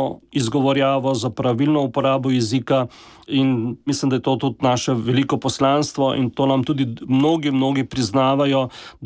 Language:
Slovenian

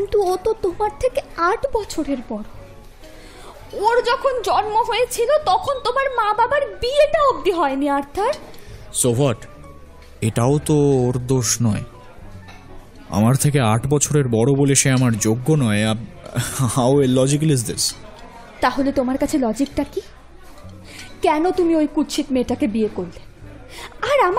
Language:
Bangla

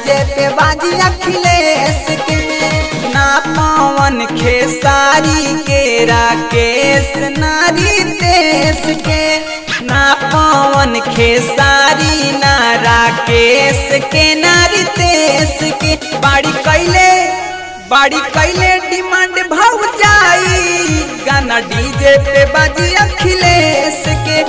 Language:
Bhojpuri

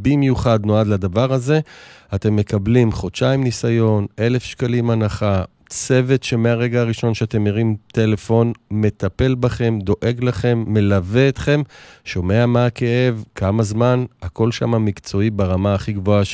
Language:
Hebrew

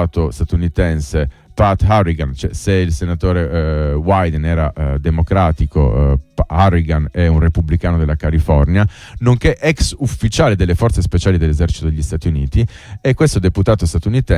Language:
Italian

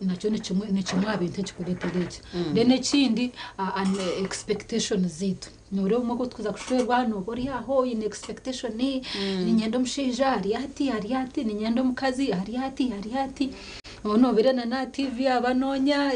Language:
Nyankole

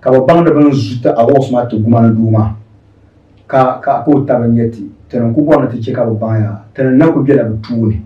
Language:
Dagbani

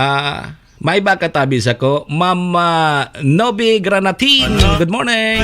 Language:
Bikol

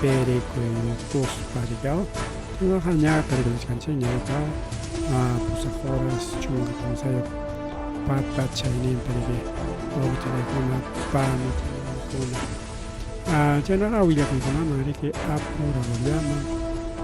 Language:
Ayacucho Quechua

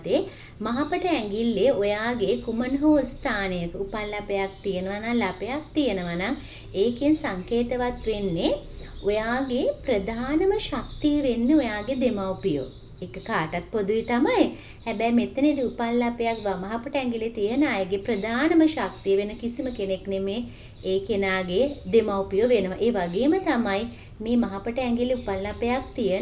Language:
Sinhala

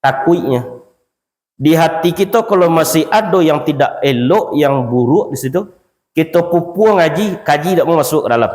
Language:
Minangkabau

